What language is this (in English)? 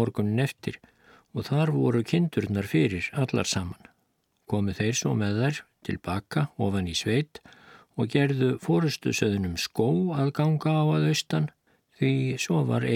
Icelandic